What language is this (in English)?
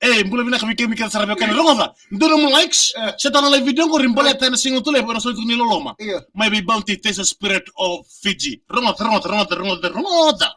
Fijian